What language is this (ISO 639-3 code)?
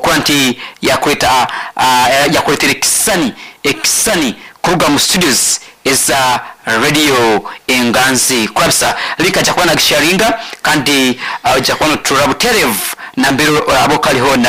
nyn